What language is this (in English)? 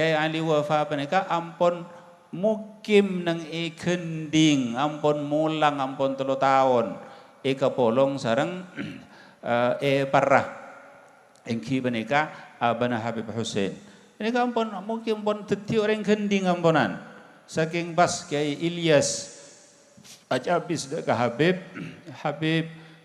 Madurese